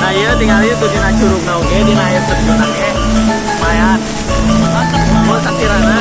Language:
Sundanese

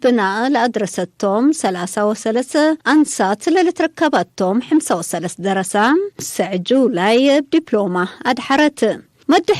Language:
Tigre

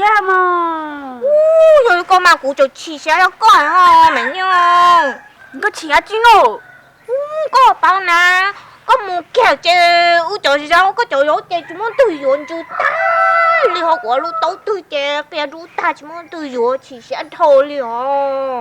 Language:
Hmong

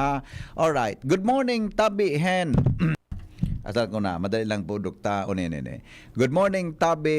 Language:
Bikol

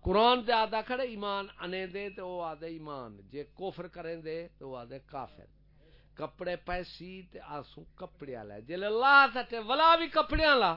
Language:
Saraiki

